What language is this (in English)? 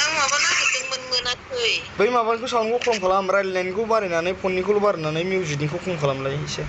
Bodo